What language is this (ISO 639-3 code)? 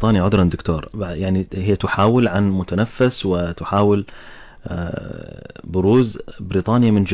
ara